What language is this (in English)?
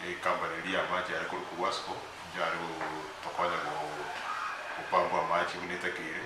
Gusii